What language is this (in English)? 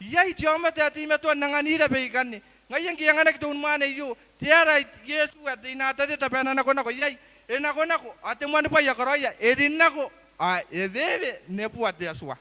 Gilbertese